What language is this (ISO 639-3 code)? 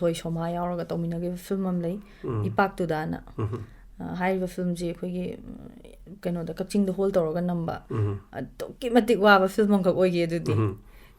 mni